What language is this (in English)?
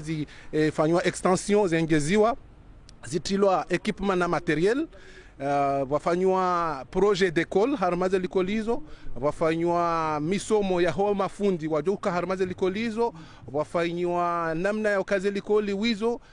Ngazidja Comorian